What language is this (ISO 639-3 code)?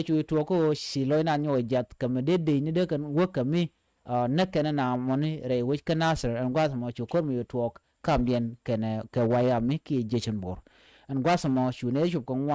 nus